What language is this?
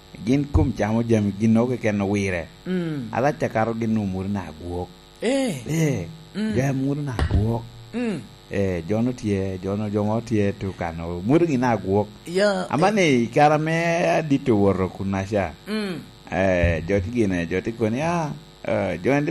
Lango (Uganda)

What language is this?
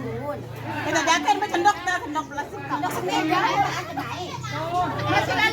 Sasak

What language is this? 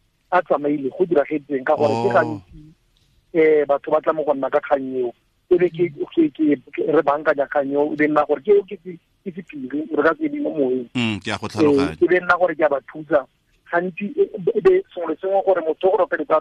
Tswana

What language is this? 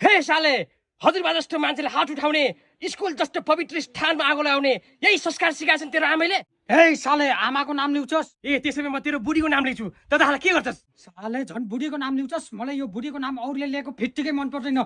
Nepali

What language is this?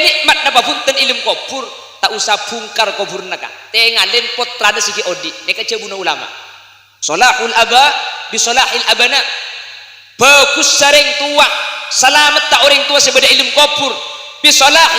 Madurese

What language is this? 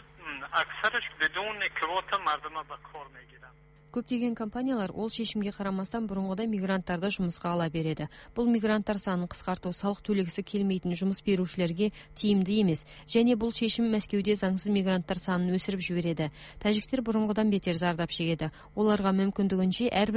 Kazakh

